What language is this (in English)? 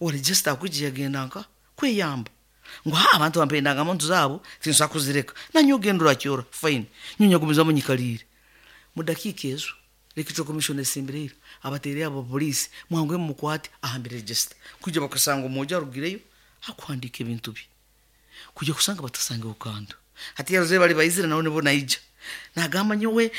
Nyankole